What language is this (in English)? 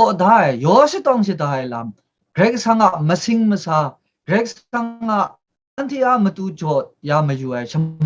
Kachin